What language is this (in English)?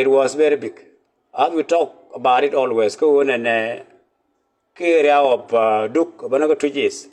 Nuer